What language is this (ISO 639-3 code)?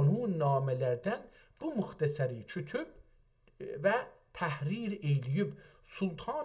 azb